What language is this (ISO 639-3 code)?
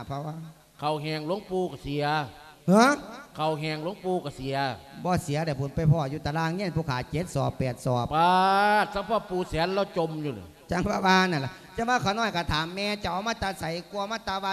lao